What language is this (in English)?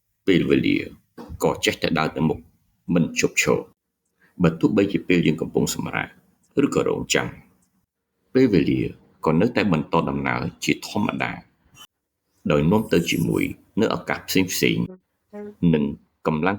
Khmer